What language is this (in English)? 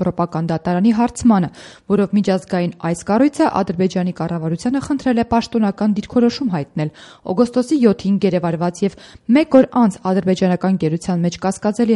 Armenian